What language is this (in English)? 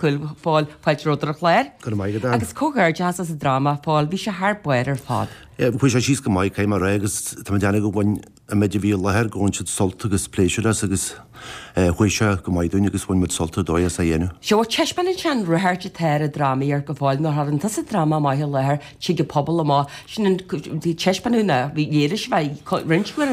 Irish